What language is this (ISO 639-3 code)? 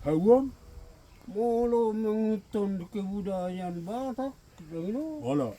bbc